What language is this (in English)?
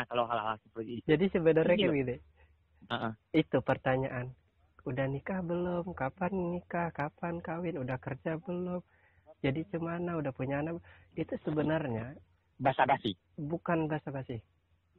Indonesian